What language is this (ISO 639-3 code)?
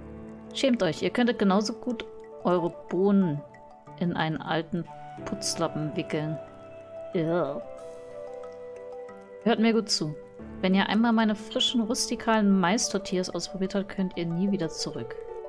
deu